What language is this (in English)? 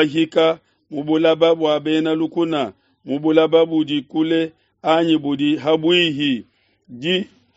Luba-Lulua